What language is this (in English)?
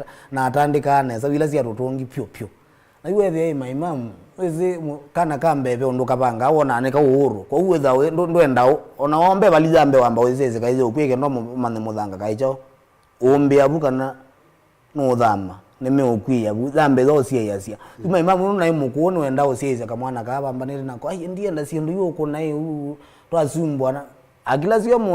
Kamba